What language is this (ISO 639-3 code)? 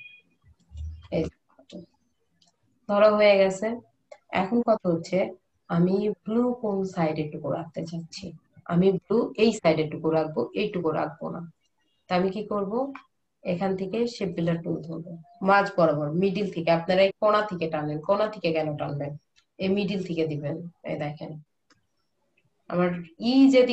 ben